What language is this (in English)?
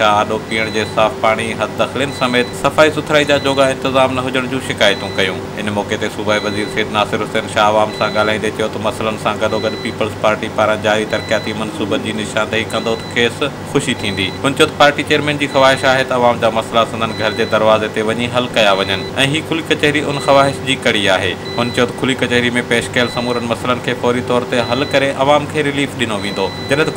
Sindhi